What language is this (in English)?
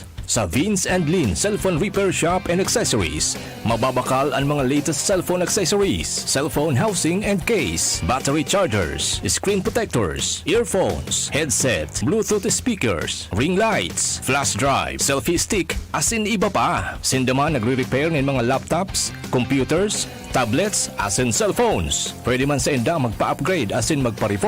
Bikol